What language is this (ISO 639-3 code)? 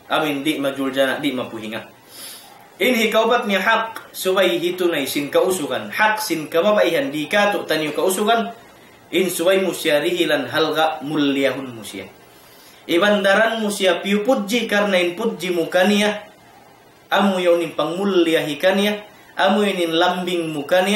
tsg